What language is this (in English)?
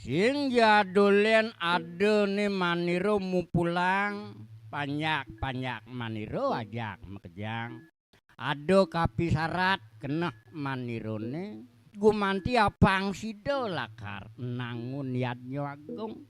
Balinese